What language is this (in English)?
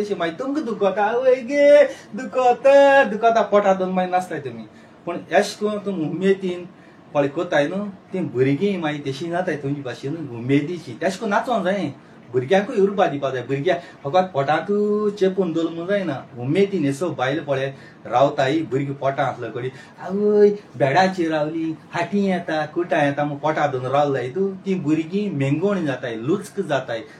Konkani